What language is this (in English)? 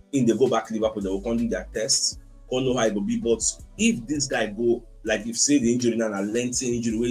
Nigerian Pidgin